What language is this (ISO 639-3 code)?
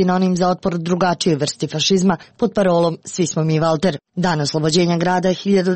srp